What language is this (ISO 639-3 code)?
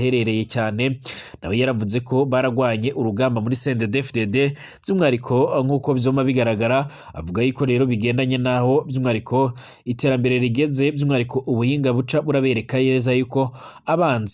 run